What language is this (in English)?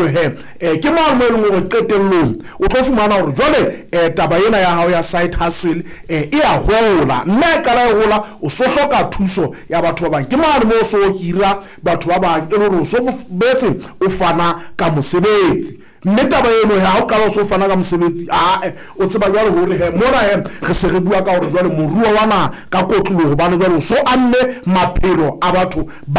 Southern Sotho